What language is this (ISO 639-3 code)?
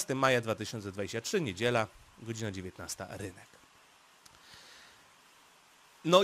pol